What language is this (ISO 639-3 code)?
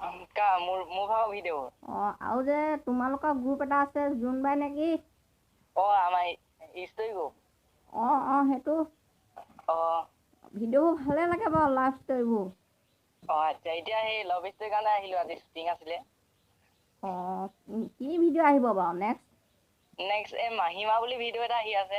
asm